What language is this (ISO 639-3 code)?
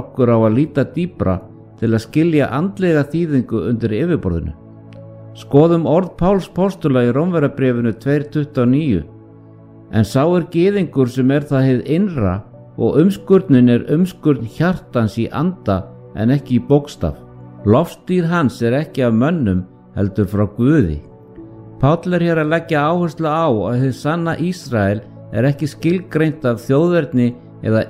isl